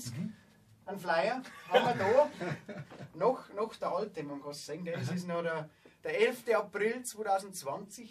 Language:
Bavarian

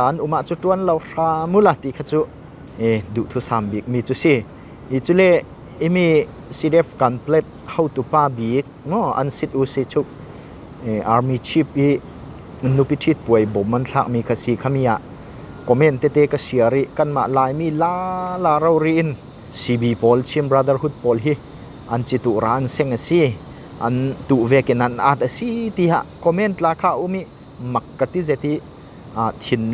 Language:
Falam Chin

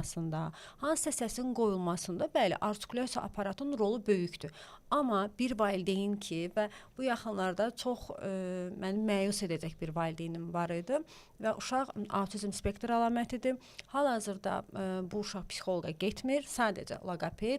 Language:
Azerbaijani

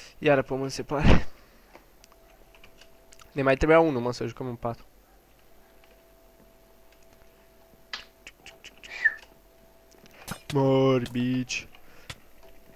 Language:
Romanian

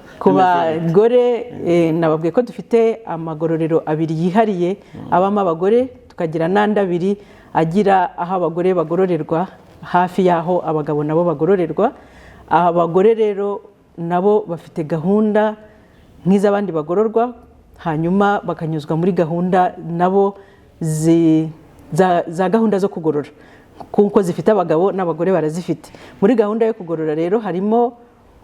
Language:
Kinyarwanda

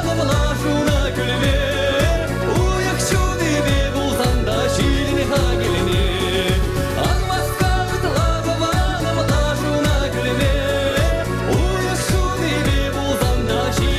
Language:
Chuvash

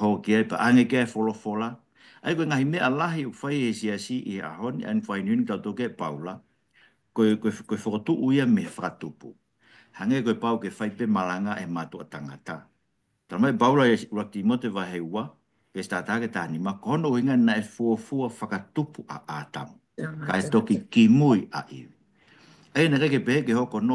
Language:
Tongan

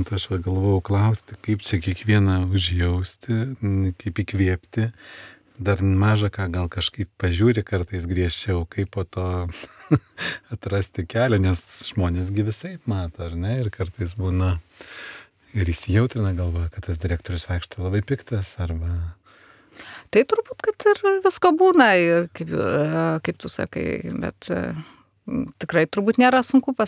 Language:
Lithuanian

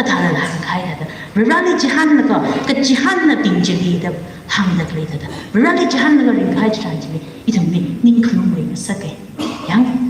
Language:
Tangkhul Naga (India)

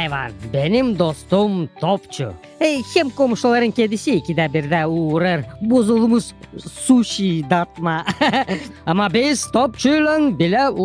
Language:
Gagauz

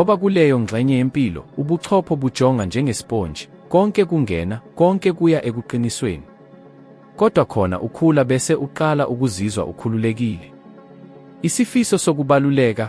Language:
Zulu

